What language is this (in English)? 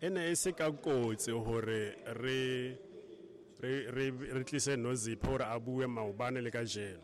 Tswana